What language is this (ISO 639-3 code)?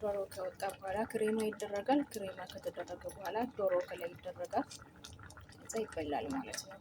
amh